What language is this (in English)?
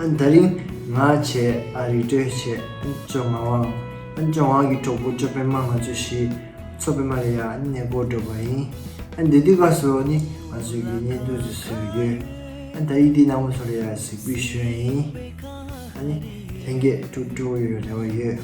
Tibetan